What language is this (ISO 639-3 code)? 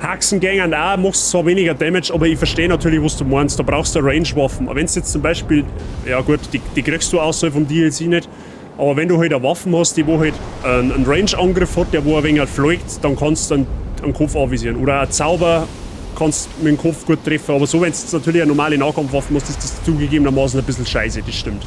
bar